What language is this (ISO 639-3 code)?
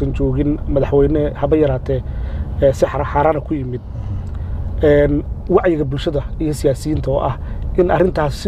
som